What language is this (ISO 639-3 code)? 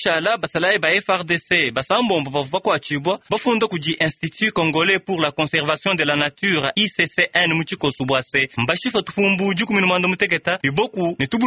lua